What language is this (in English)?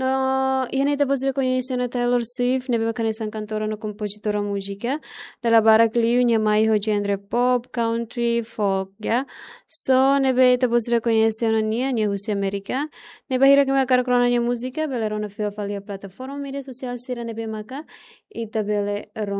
Tetum